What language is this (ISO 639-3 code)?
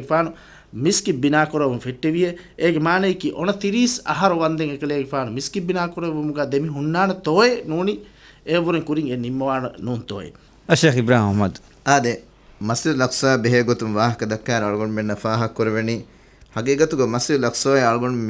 div